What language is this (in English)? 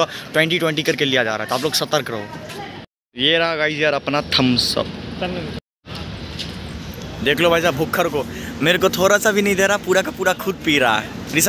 Hindi